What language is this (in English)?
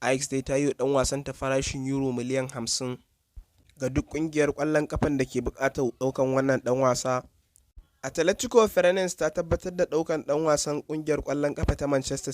Hausa